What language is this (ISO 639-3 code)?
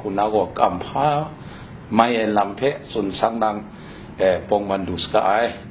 kac